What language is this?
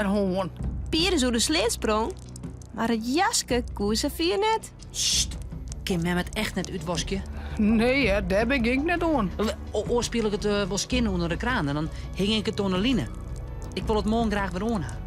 Western Frisian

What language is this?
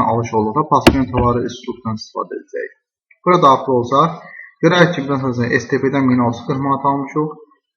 Azerbaijani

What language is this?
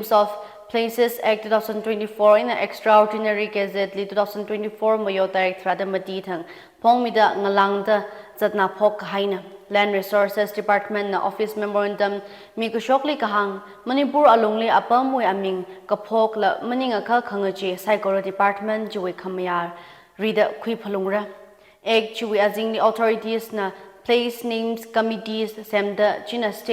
Tangkhul Naga (India)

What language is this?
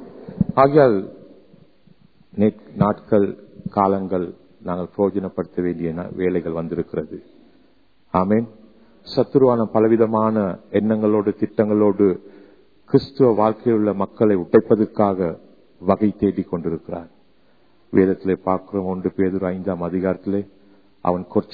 Tamil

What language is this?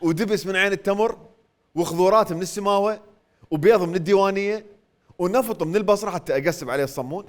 Mesopotamian Arabic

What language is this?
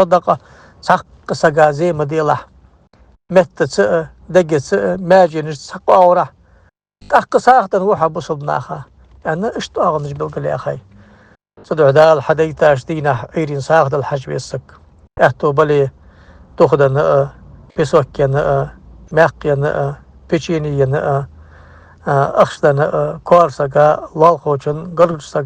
Ingush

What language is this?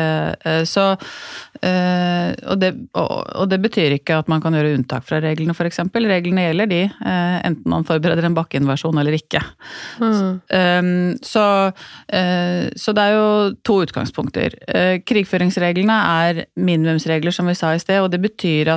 Norwegian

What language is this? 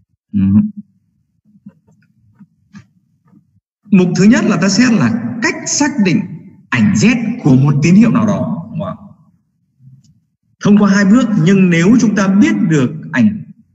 Vietnamese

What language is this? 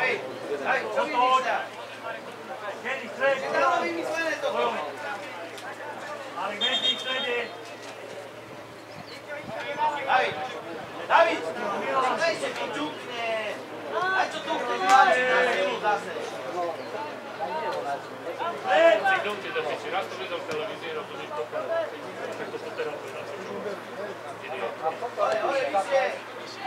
Slovak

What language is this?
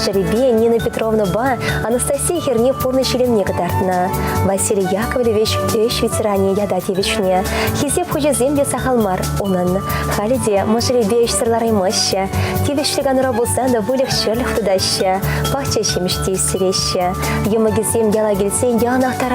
Chuvash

